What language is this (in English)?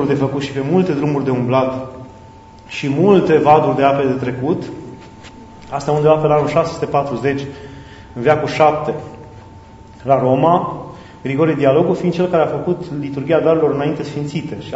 Romanian